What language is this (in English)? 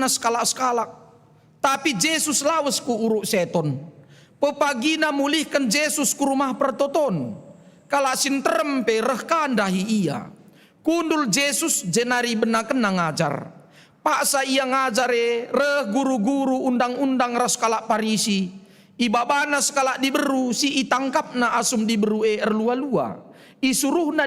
Batak Karo